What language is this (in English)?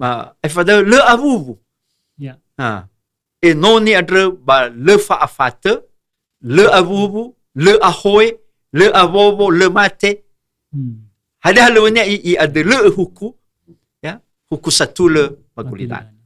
Nias